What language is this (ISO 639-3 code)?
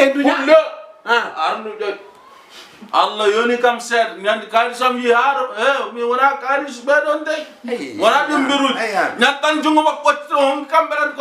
ful